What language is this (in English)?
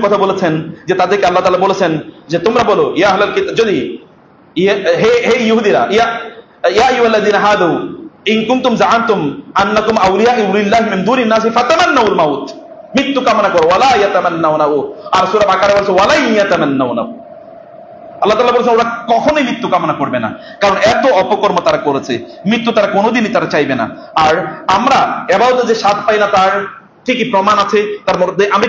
Bangla